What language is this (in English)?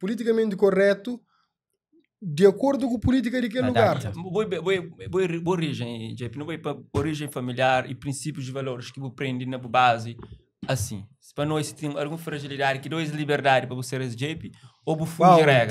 Kabuverdianu